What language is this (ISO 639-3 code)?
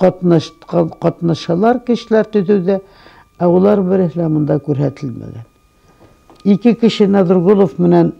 bak